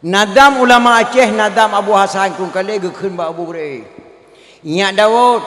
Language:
Achinese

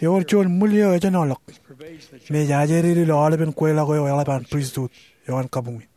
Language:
Marshallese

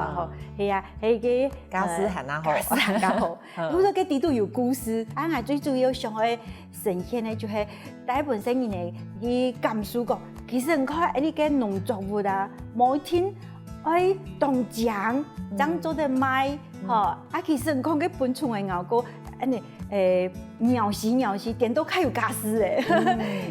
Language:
Hakka Chinese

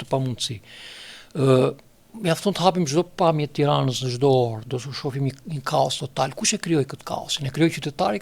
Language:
Albanian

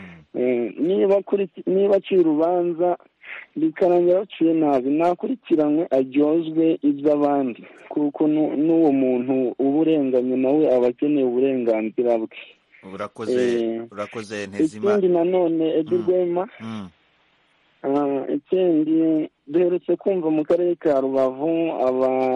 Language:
Kinyarwanda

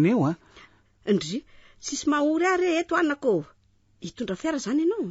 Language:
Malagasy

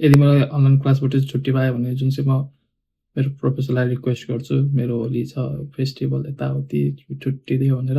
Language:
Nepali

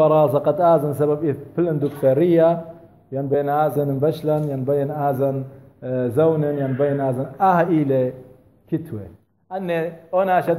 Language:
Assyrian Neo-Aramaic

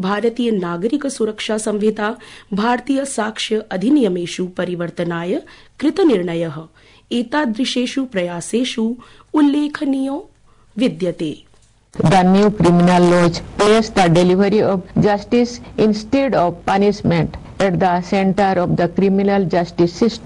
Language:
Sanskrit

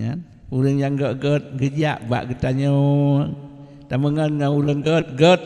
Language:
Achinese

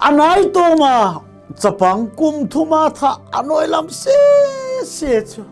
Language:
Thado Chin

